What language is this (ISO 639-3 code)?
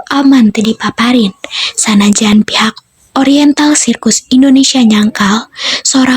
sun